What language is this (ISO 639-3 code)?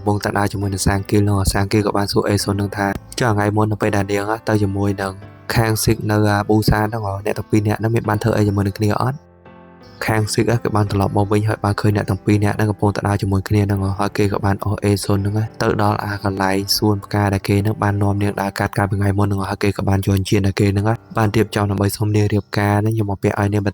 khm